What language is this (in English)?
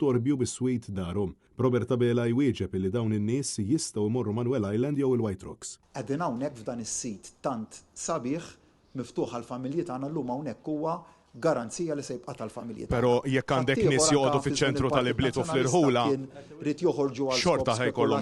Maltese